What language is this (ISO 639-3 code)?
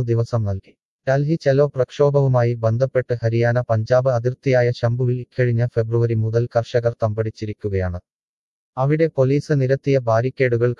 mal